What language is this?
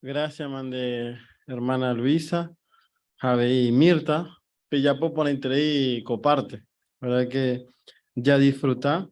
Guarani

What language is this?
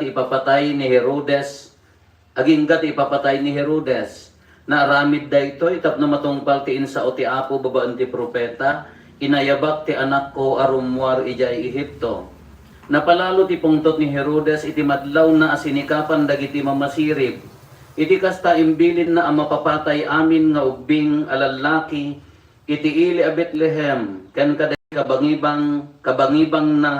Iloko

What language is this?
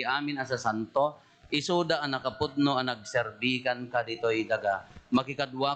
Iloko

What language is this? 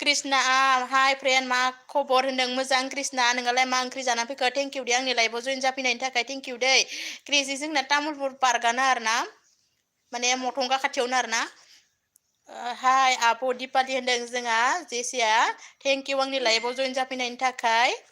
Bodo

